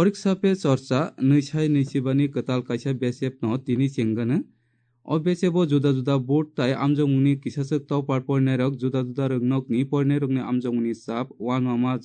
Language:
Kok Borok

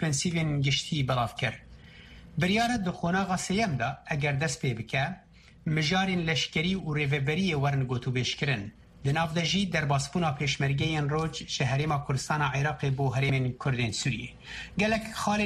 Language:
Kurdish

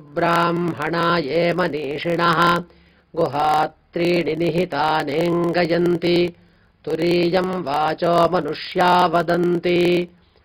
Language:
Sanskrit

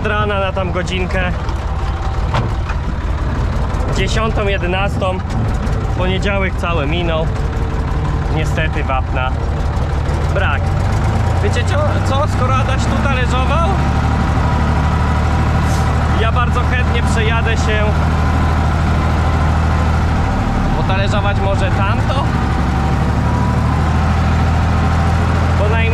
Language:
Polish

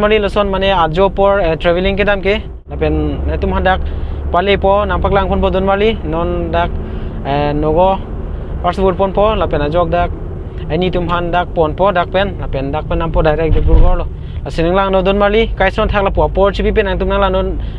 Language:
Karbi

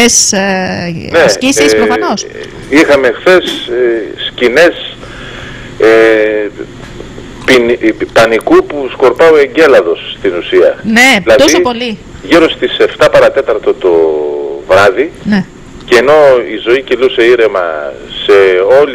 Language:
Greek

